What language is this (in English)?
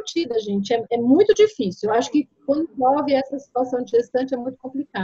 Portuguese